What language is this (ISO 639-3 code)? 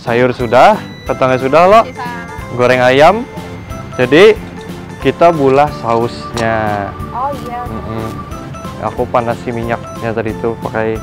bjn